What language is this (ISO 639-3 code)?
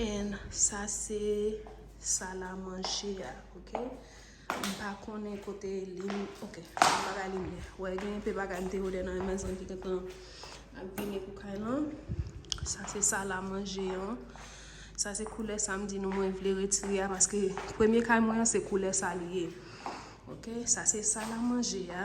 hat